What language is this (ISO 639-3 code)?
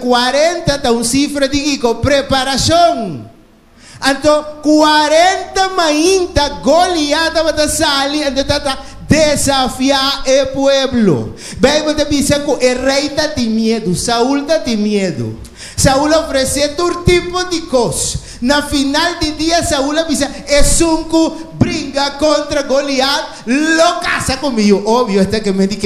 pap